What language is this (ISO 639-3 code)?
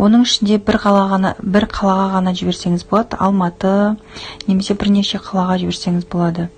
kaz